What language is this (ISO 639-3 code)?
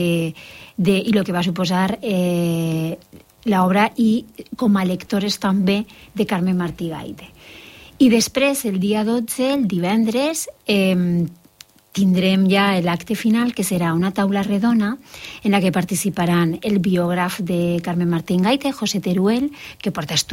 cat